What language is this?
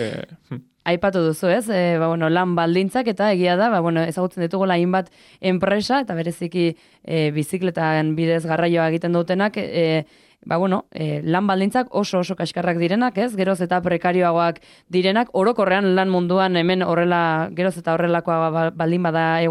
Basque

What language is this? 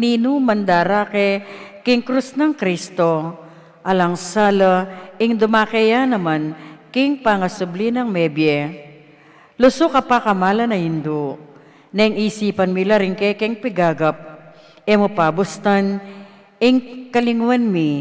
Pampanga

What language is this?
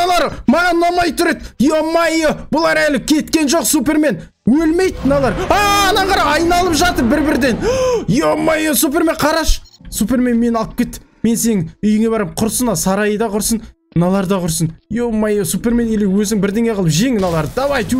Kazakh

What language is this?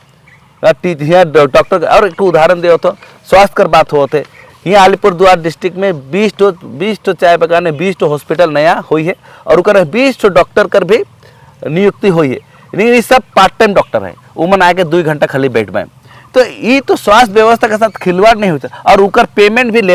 Sadri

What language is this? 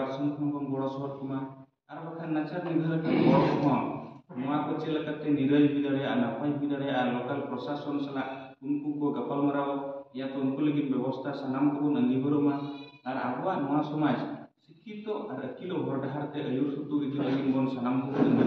Santali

